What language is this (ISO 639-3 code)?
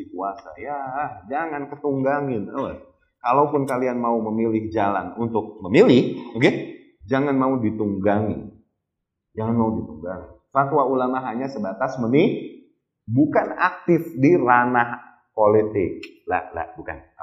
ind